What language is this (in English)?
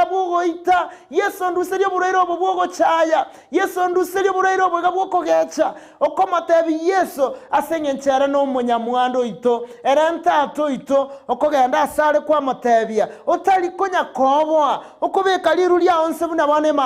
Gusii